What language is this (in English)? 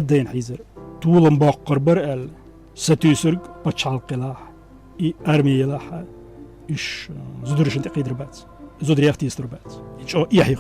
Chechen